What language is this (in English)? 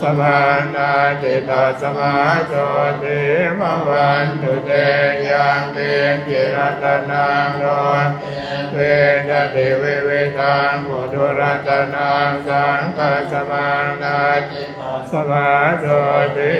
Pali